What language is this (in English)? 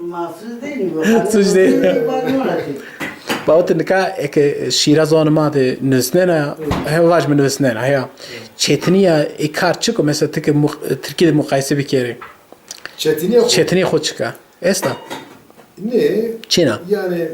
Zaza